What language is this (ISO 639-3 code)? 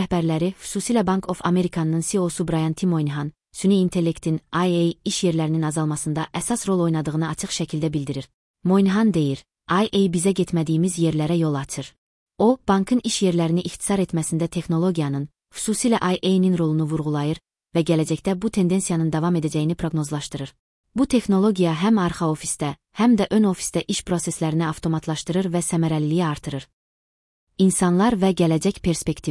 aze